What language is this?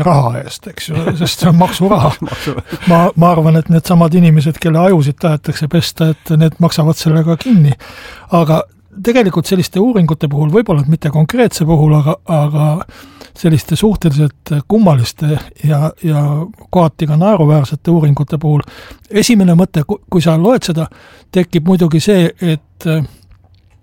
Estonian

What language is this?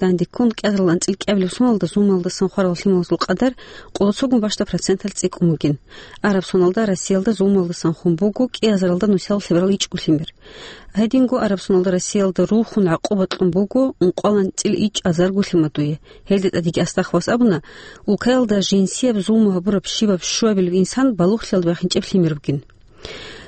Avaric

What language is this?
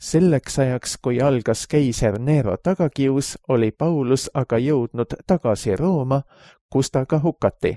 Estonian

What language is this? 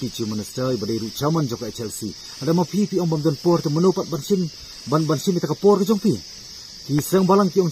Khasi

